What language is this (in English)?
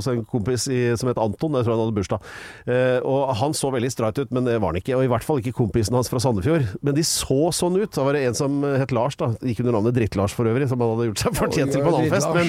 Norwegian